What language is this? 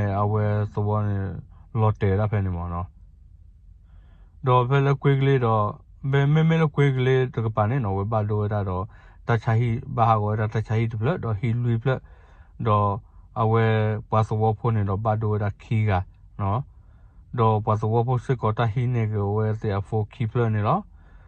S'gaw Karen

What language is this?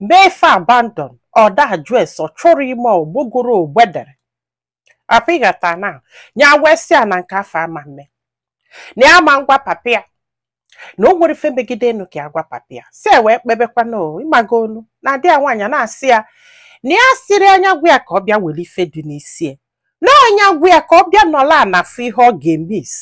Igbo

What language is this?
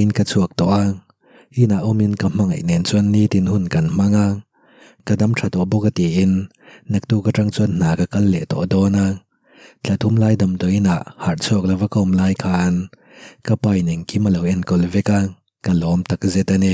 Mizo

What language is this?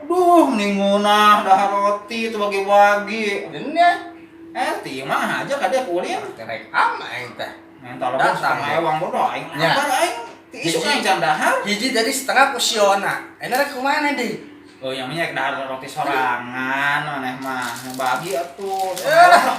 Sundanese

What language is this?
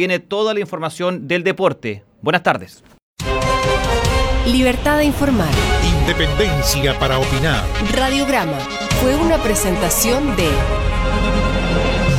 Spanish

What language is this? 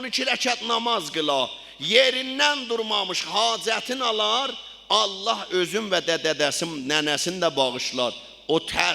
South Azerbaijani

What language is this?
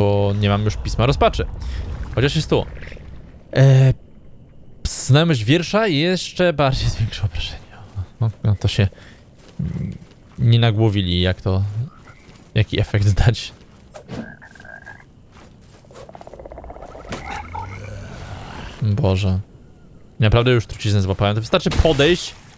Polish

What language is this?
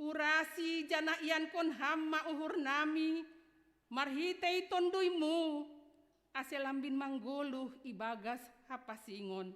Batak Simalungun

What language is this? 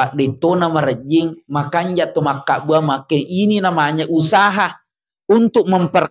Buginese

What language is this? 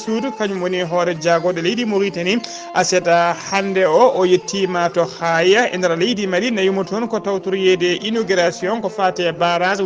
Fula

